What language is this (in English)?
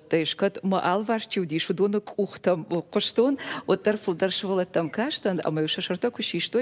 Ossetic